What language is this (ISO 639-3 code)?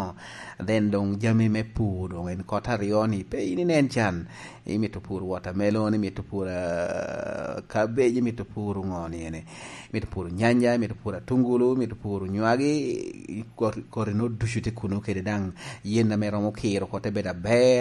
laj